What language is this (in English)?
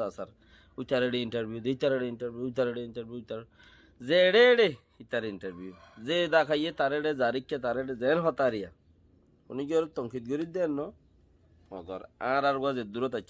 Rohingya